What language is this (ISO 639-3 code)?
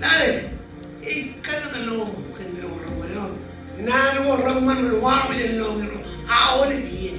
mah